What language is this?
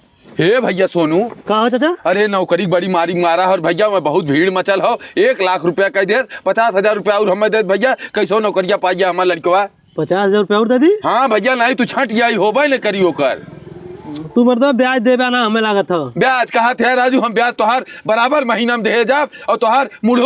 Bhojpuri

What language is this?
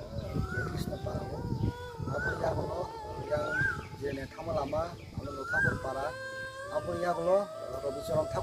Kok Borok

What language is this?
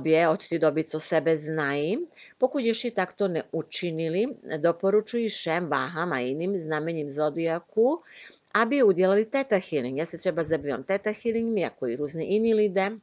Czech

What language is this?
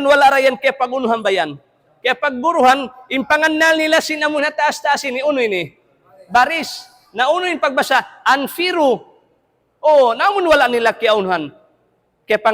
Tausug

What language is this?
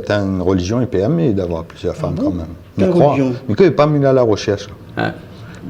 Réunion Creole French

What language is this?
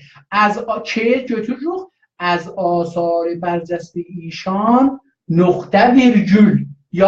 South Azerbaijani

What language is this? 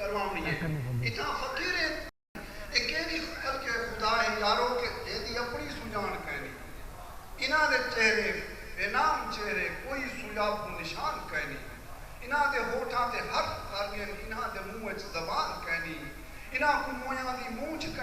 Saraiki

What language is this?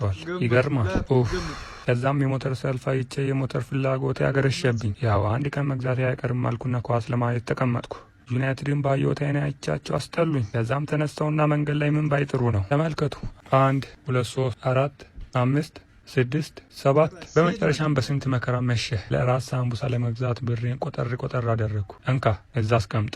Amharic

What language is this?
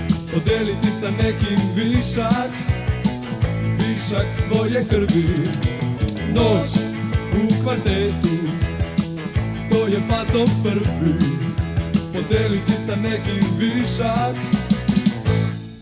Serbian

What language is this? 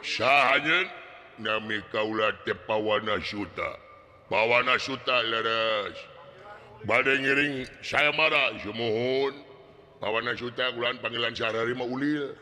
Sundanese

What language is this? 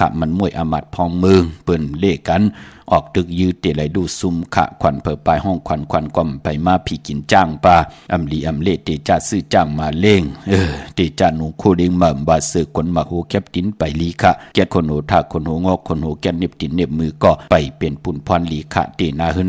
Shan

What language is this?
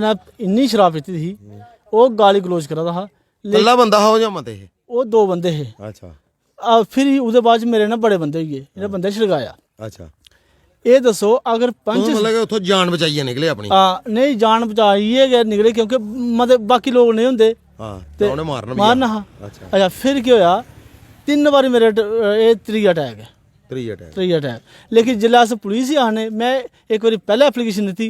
Dogri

